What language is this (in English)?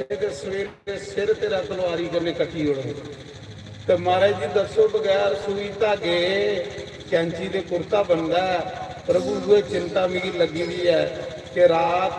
Dogri